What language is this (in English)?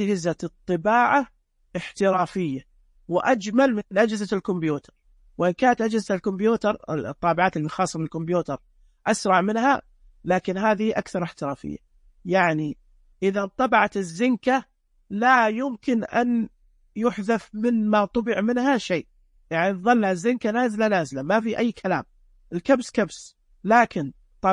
Najdi Arabic